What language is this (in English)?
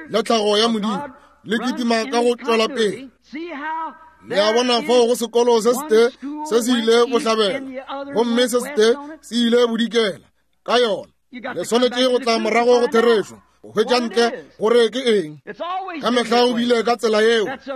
Northern Sotho